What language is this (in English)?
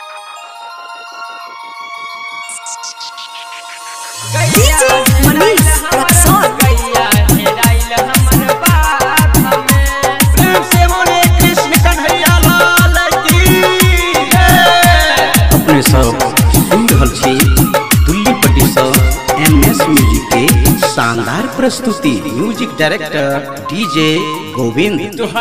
Bhojpuri